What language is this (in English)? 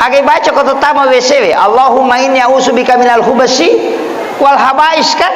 Buginese